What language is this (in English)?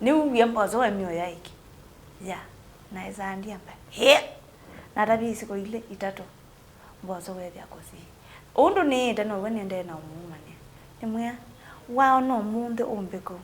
Kamba